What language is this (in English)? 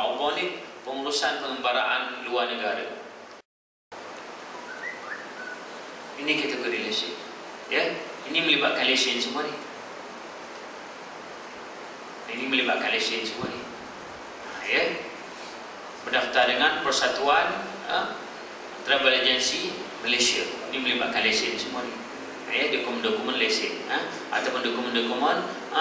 Malay